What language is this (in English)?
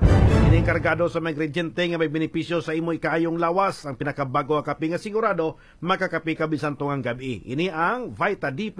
Hiligaynon